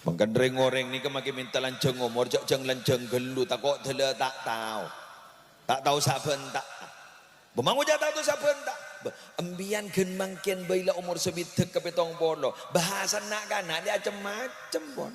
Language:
Madurese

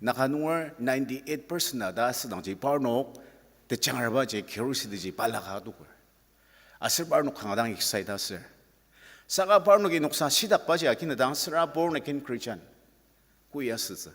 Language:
Ao Naga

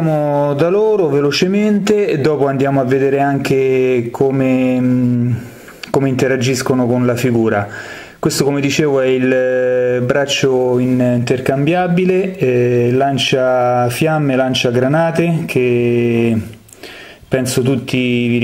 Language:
Italian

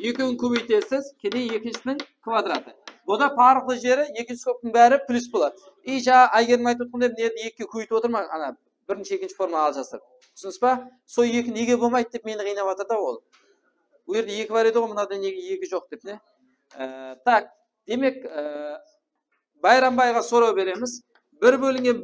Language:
Kara-Kalpak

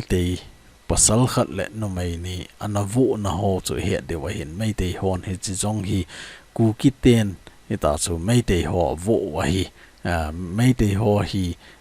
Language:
Thado Chin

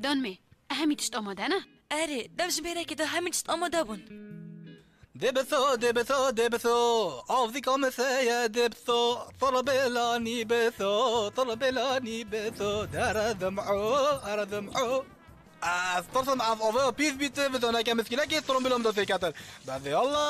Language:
Kurdish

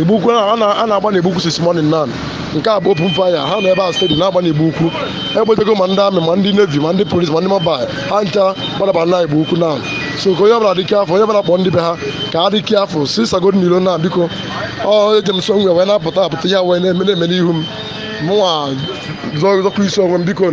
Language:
Igbo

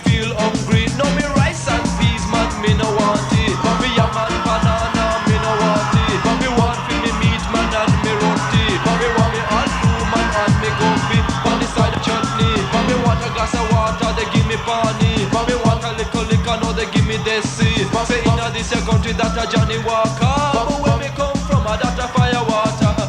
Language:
Jamaican Creole English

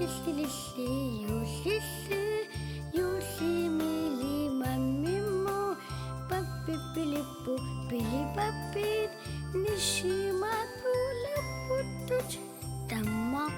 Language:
Kalaallisut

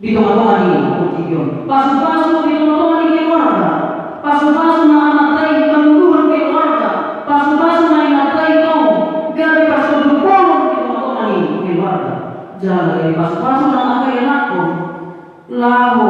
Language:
Batak Toba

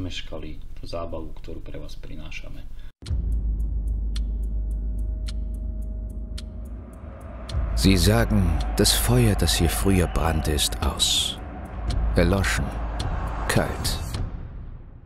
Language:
Slovak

